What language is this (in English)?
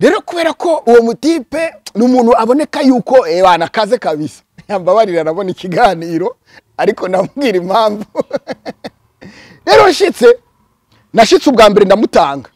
Rundi